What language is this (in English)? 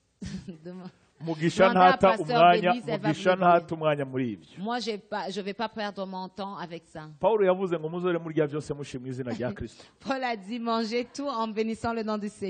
Kinyarwanda